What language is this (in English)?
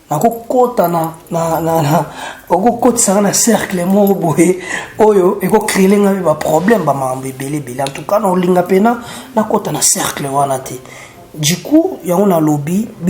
Lingala